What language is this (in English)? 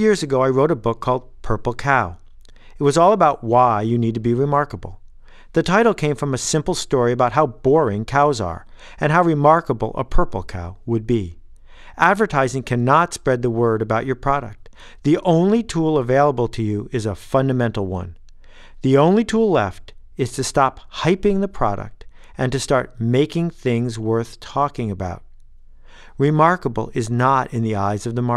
English